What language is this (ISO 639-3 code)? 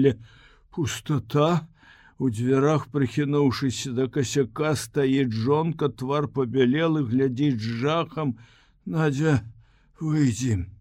bel